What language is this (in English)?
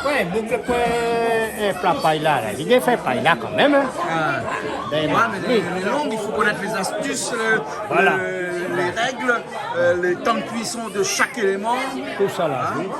Réunion Creole French